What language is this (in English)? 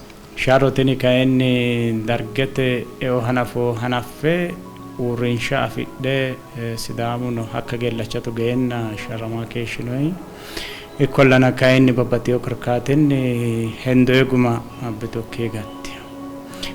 Sidamo